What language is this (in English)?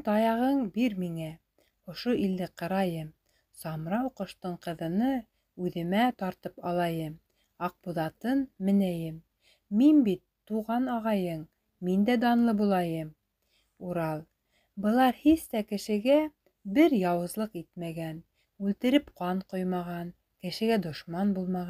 Bashkir